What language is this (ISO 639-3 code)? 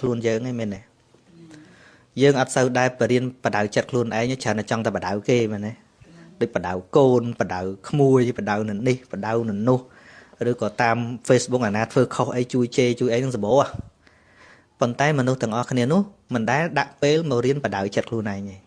khm